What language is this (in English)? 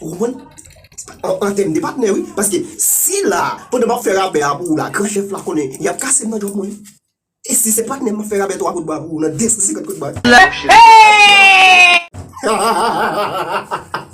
Haitian Creole